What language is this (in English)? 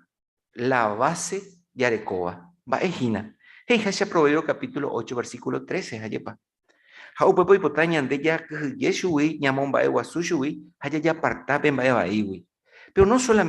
Guarani